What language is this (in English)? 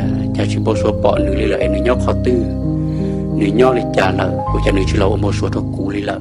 Hmong